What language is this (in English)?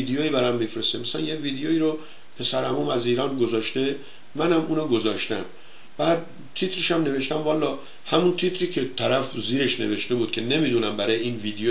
Persian